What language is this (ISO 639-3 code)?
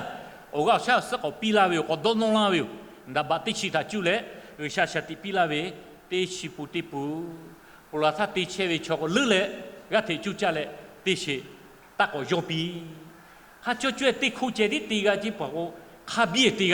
lhu